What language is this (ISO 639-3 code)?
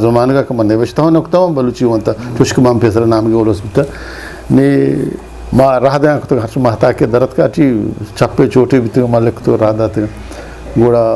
bgp